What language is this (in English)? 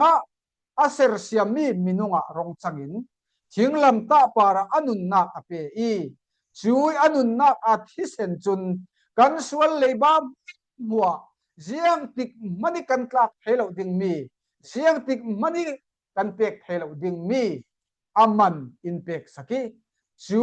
Falam Chin